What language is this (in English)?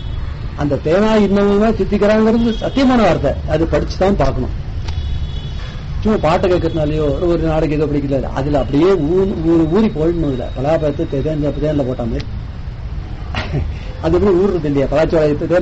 Tamil